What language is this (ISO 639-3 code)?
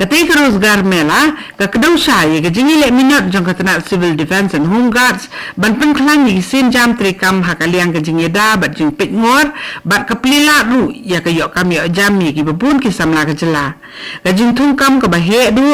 kha